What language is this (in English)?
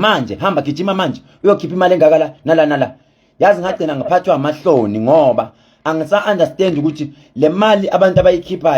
Zulu